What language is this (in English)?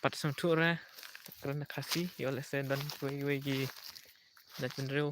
Khasi